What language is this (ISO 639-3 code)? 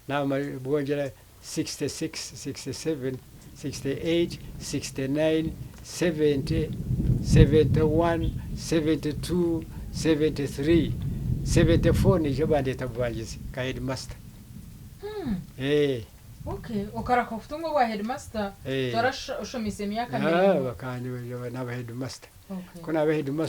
nyn